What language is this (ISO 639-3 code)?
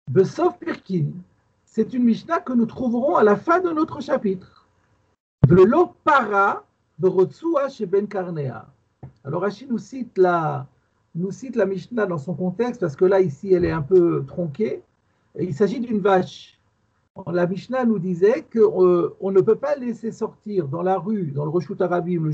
fra